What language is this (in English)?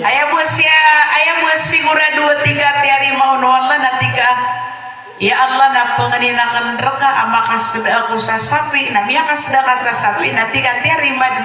Maranao